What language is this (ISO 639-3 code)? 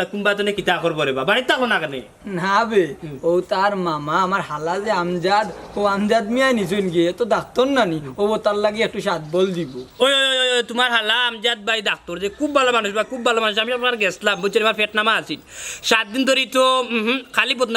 syl